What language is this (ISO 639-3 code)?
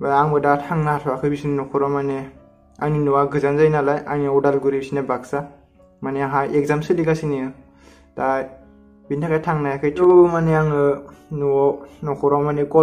brx